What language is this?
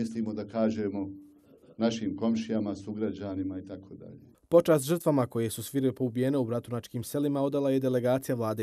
Bosnian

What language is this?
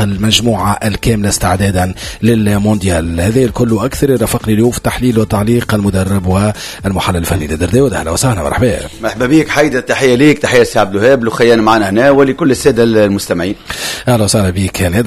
Tunisian Arabic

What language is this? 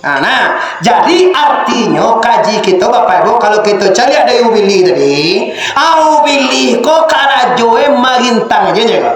Minangkabau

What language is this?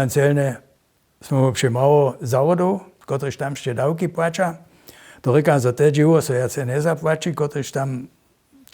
Upper Sorbian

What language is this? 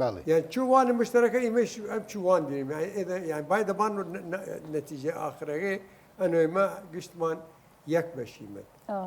Southern Kurdish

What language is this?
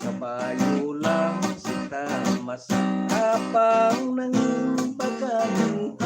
Hiligaynon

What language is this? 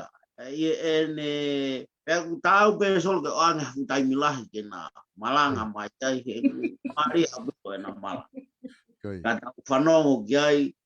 Tongan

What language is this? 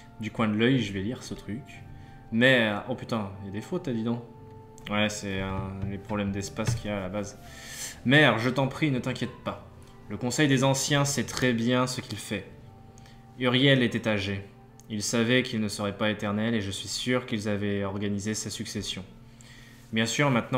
French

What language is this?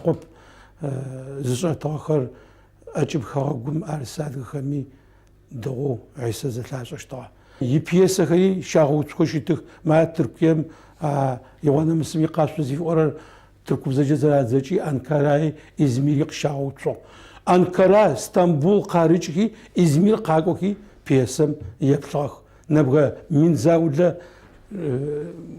Adyghe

